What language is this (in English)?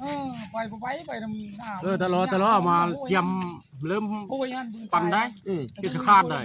Northeastern Thai